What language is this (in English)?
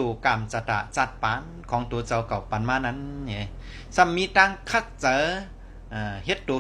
Shan